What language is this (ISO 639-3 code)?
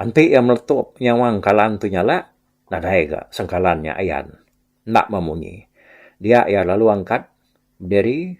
iba